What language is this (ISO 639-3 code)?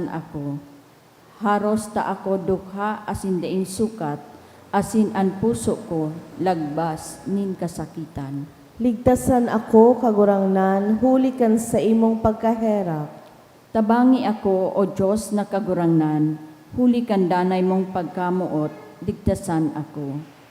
bik